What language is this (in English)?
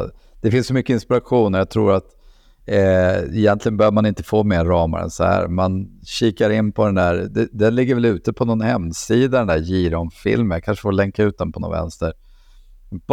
Swedish